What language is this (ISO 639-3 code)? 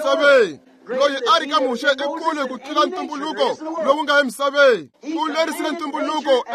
tso